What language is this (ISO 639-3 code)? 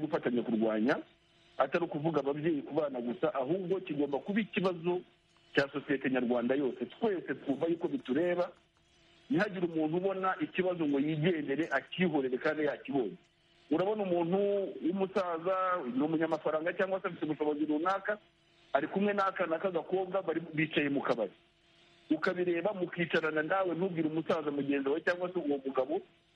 kin